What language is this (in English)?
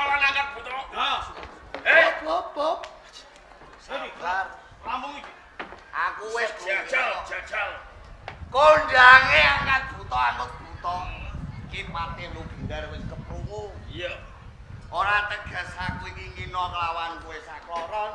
Javanese